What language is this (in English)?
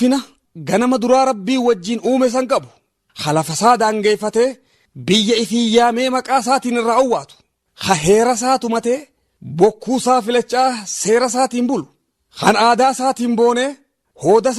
Oromo